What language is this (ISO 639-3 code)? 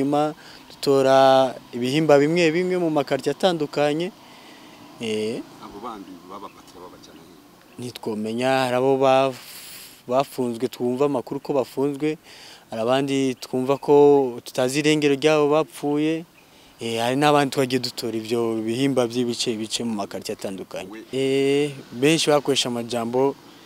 run